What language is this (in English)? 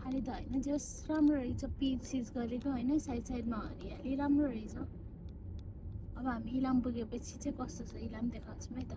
Nepali